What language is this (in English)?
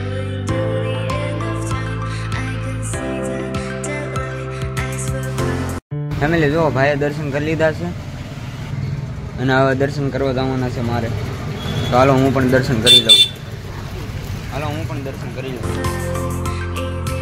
Gujarati